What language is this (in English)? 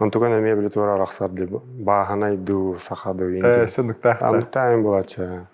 Yakut